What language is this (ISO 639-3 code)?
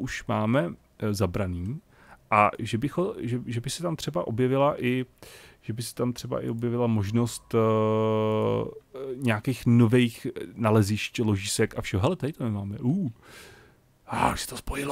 ces